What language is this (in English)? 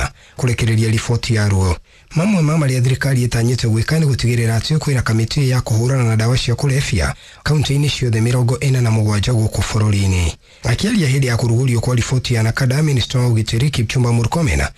Kikuyu